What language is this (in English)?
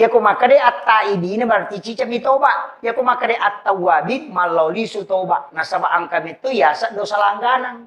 Buginese